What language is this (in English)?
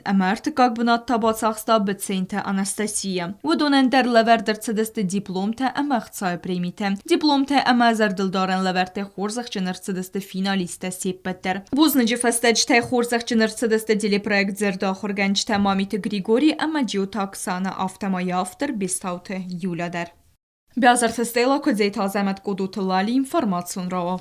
Ossetic